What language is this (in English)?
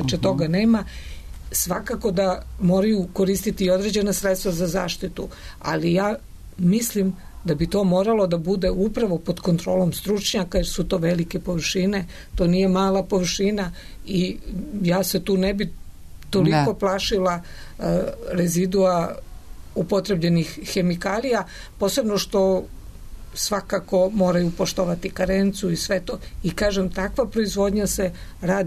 Serbian